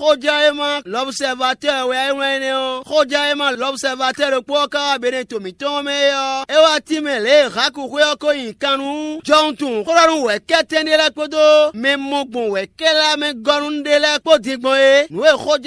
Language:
Fon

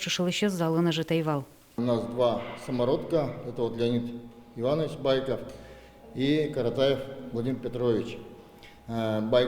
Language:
Udmurt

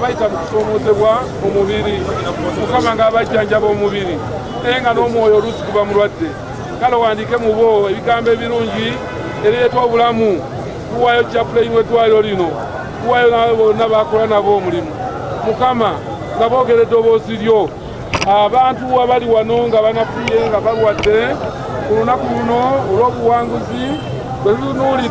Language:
Ganda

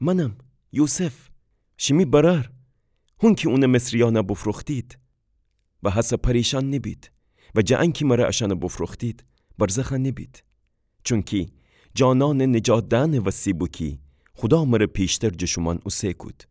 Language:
Gilaki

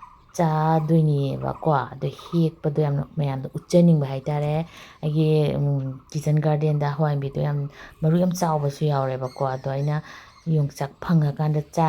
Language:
Manipuri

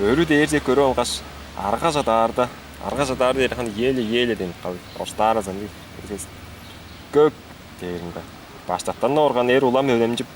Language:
Tuvinian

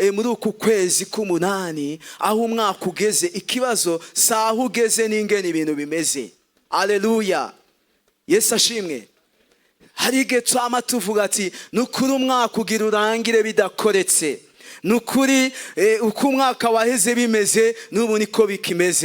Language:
Rundi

